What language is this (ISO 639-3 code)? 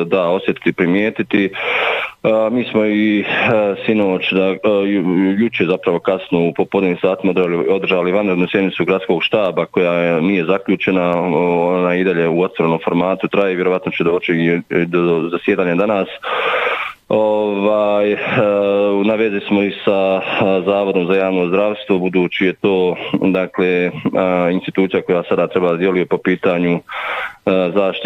bos